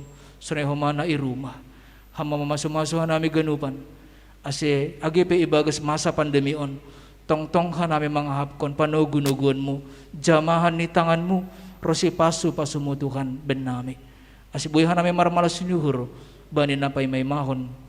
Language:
Batak Simalungun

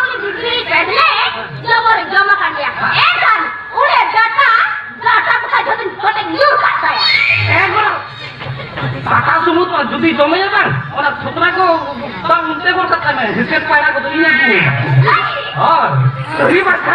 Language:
Santali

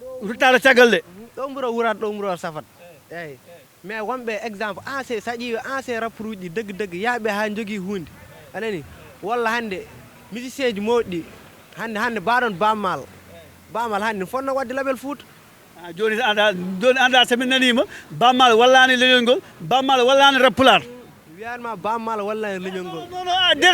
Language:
Fula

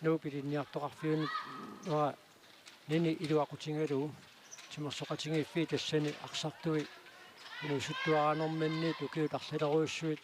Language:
Kalaallisut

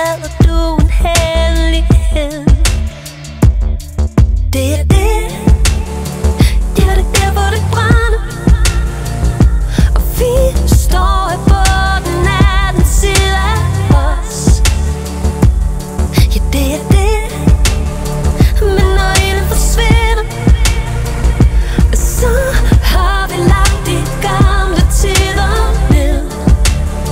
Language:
Danish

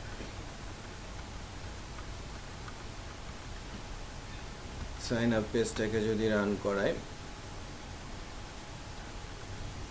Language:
Bangla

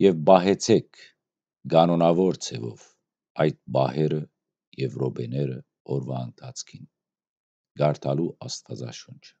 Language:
Western Armenian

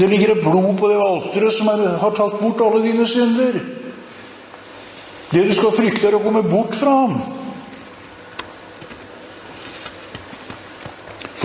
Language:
Norwegian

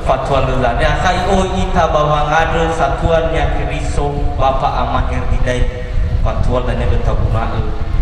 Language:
Nias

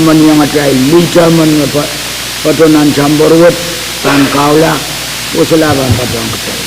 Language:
Pohnpeian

